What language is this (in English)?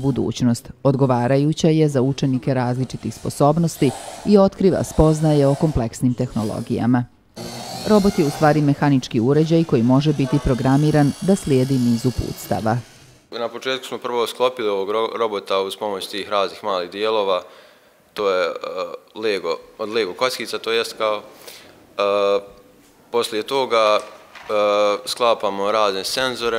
Bosnian